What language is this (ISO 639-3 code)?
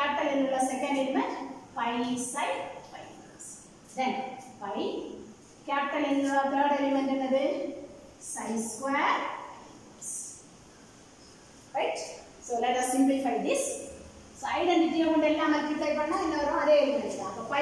tam